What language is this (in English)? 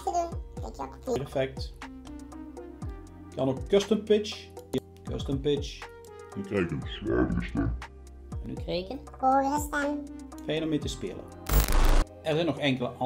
Dutch